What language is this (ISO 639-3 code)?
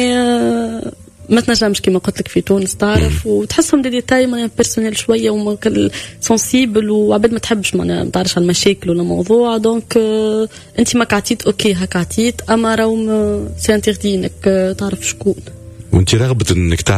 aeb